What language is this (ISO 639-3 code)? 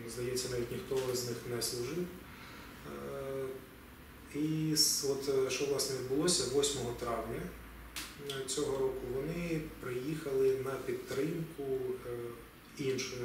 ukr